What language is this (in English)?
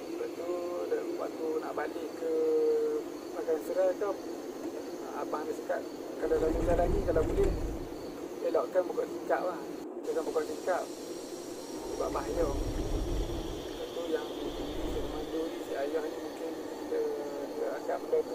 Malay